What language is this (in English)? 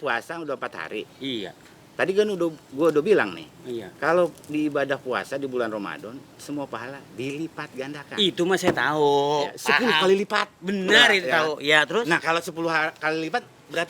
Betawi